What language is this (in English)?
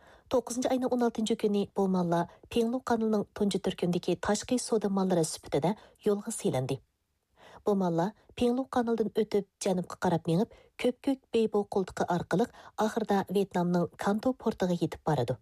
Uyghur